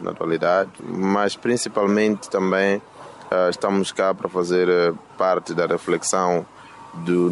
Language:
Portuguese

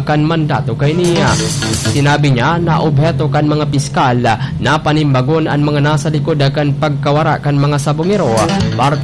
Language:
Bikol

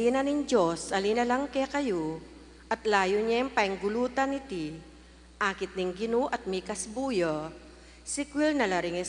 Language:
Pampanga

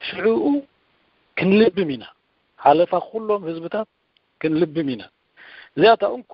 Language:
Tigrinya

